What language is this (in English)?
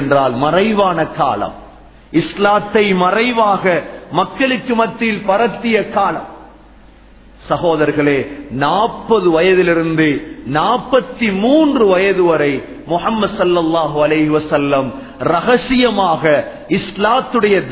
Tamil